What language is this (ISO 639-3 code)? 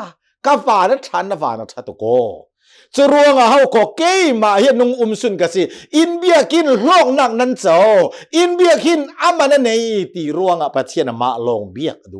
cnh